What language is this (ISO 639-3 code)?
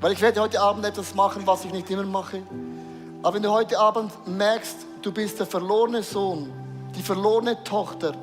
gsw